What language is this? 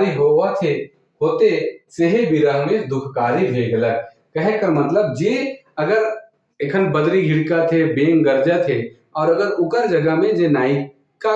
Sadri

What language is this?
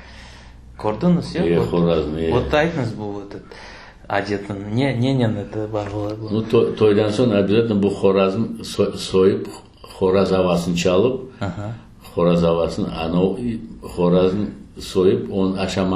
Crimean Tatar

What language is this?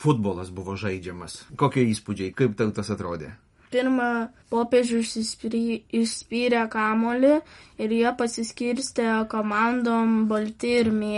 Lithuanian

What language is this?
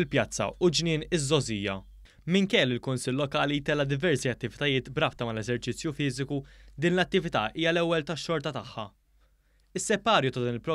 Maltese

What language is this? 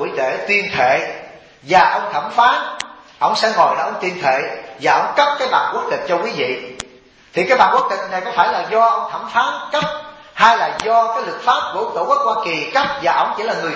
Vietnamese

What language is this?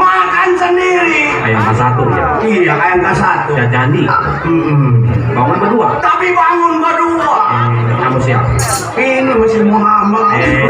Betawi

